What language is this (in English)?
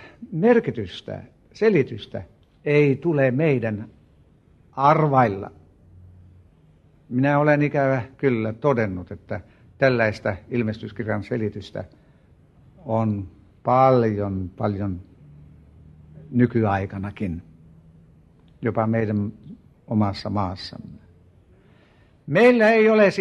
Finnish